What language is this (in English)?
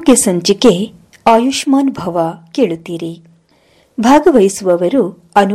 Kannada